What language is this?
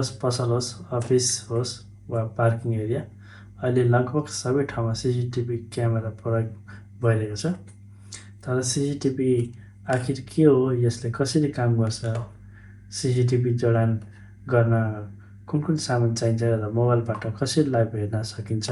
Nepali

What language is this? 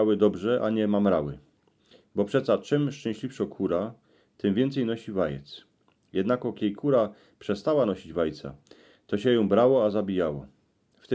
Silesian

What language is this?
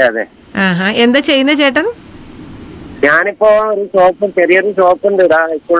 Malayalam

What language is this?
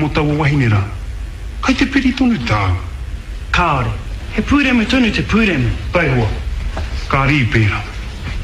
Māori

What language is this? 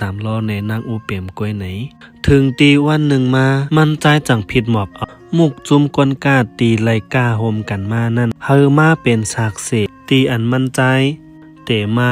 Shan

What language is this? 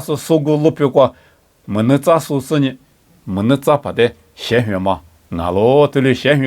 Lisu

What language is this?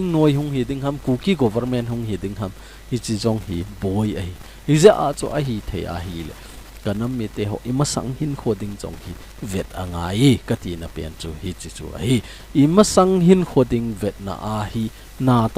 Thado Chin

